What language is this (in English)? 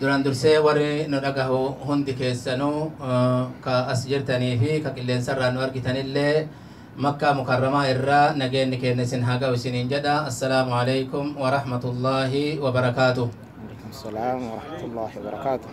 Oromo